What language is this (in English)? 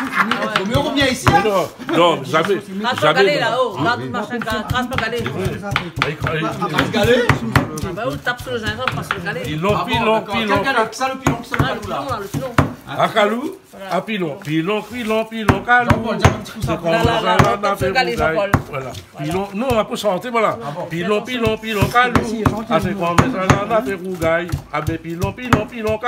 Réunion Creole French